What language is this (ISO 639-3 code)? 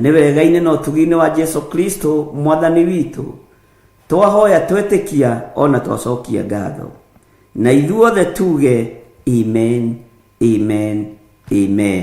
kik